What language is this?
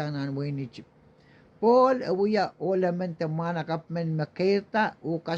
Pohnpeian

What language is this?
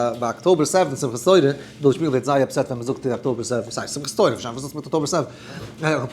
Yiddish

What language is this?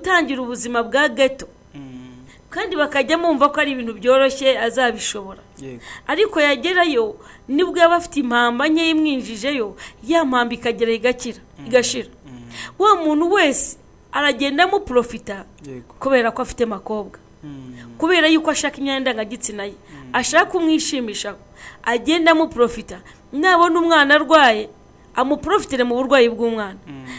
Kinyarwanda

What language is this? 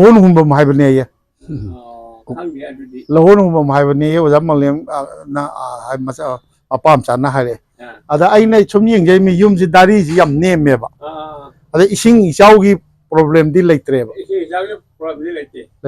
Manipuri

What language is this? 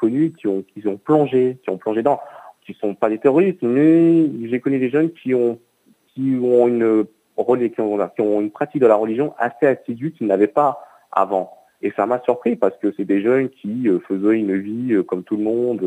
French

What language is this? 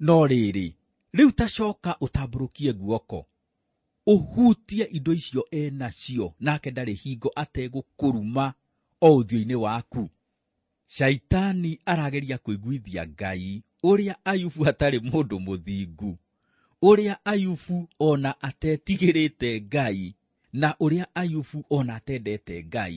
Kikuyu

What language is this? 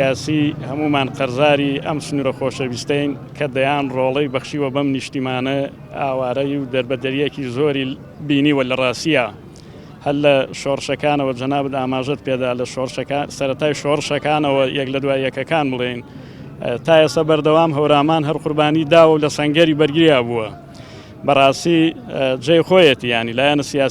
Central Kurdish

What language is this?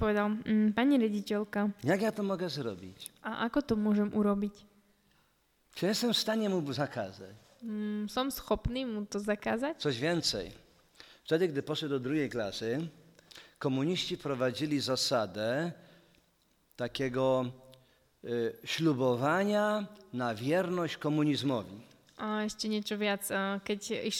Slovak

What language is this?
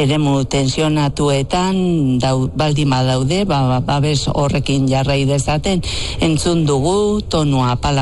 Basque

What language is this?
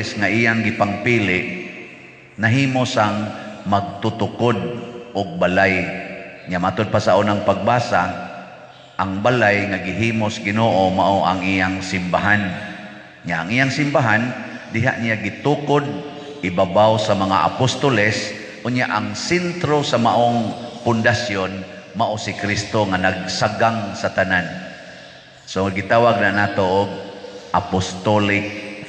Cebuano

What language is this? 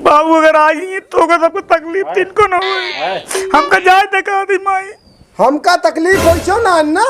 Awadhi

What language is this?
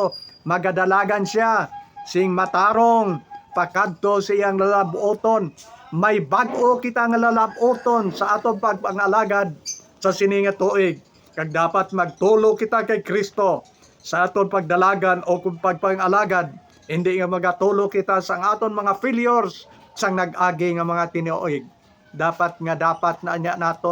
Hiligaynon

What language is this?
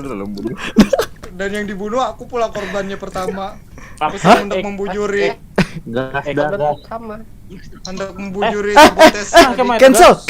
Banjar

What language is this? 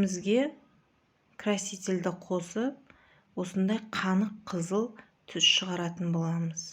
Kazakh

